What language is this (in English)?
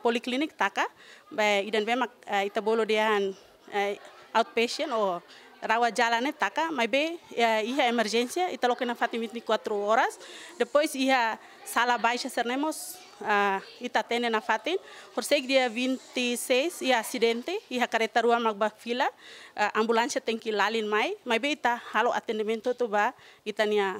Tetum